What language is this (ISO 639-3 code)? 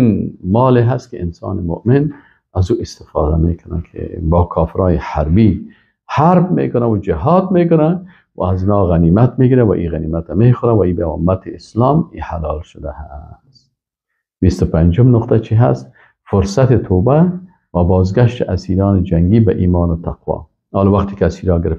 fas